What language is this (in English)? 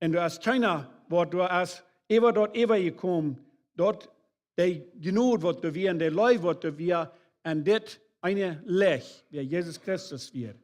Plautdietsch